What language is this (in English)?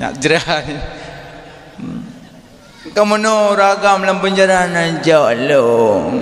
Achinese